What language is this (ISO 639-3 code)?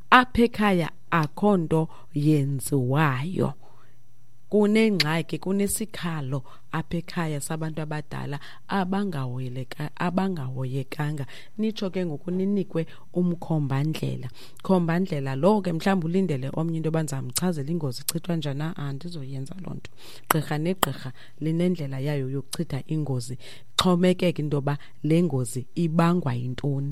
xho